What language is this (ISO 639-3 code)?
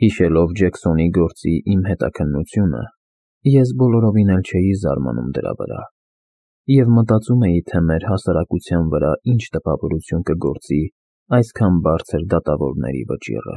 hye